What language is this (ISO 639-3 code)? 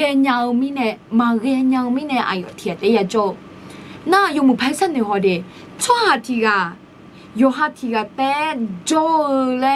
ahk